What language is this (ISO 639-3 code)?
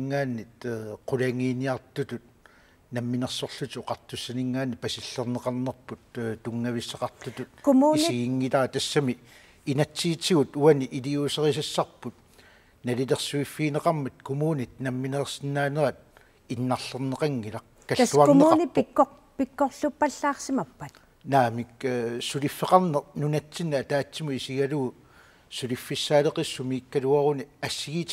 kal